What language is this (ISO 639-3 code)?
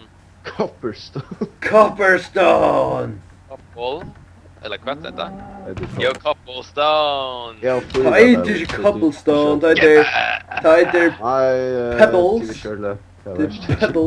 fao